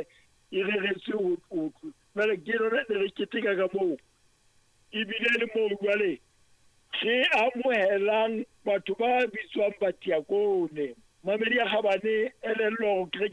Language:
Southern Sotho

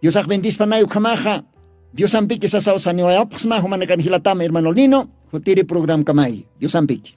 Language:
Aymara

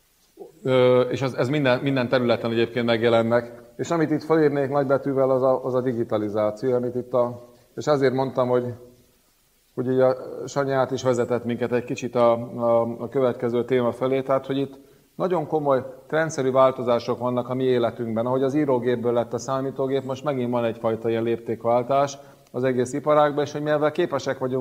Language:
Hungarian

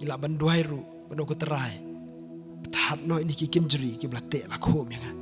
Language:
Khasi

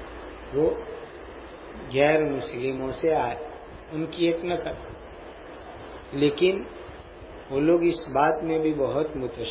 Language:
Urdu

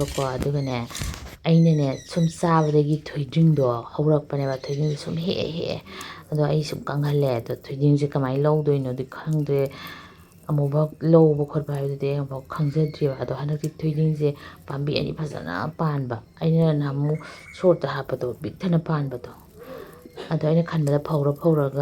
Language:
Manipuri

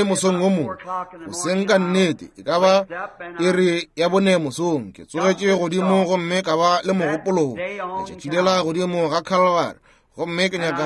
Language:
Northern Sotho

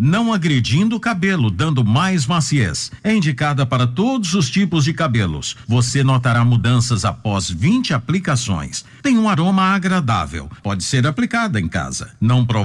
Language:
Portuguese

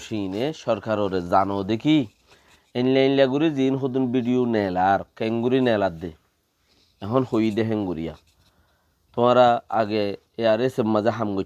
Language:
Rohingya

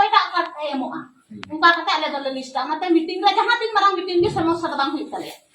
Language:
Santali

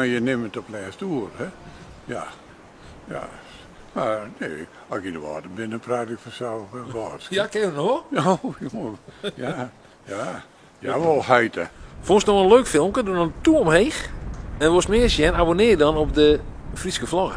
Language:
Western Frisian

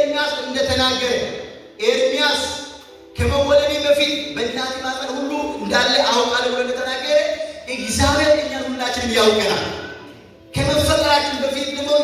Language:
Amharic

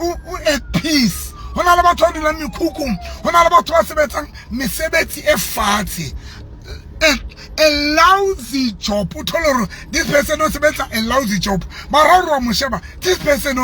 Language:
Southern Sotho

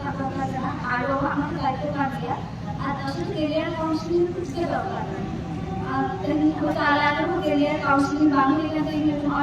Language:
Santali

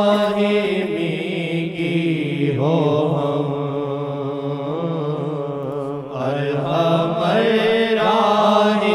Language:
Urdu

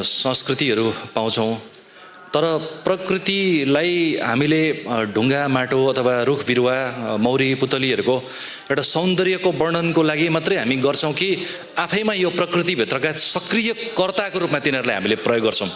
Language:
Nepali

